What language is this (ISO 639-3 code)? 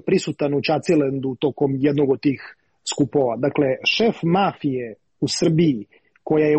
srp